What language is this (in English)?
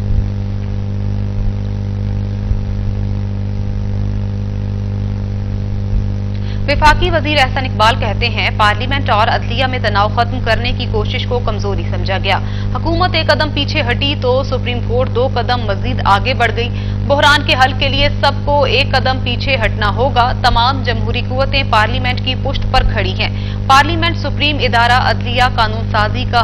Urdu